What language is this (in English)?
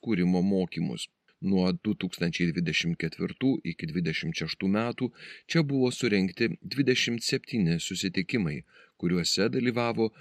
Lithuanian